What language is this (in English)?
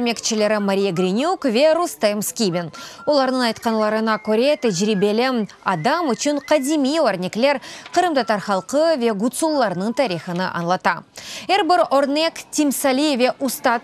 Crimean Tatar